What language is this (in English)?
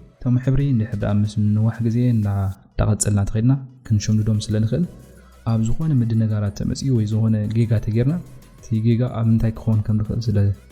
Tigrinya